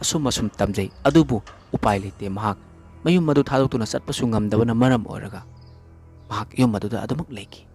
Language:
Manipuri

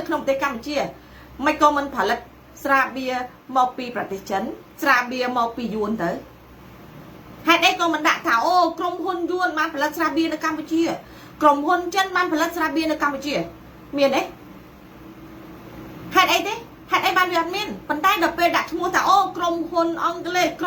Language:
Khmer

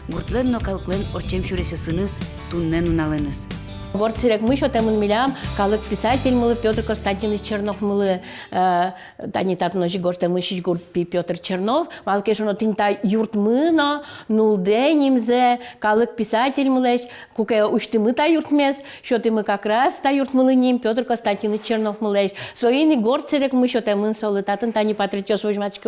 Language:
Udmurt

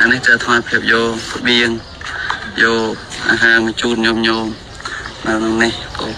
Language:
Khmer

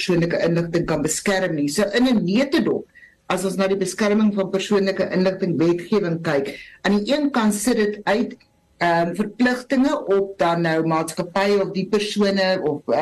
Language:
Afrikaans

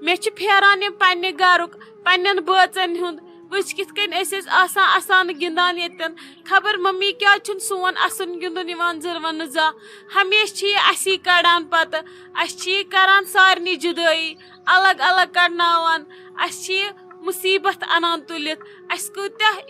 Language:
Kashmiri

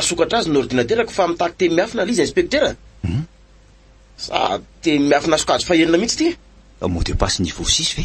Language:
Malagasy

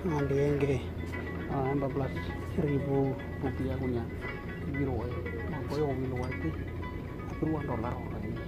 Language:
Western Dani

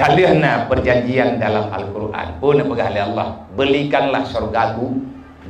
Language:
Achinese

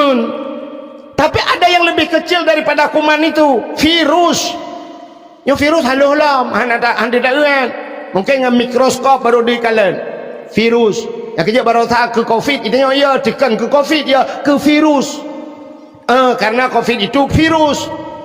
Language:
Achinese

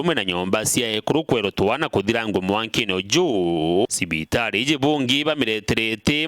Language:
Meru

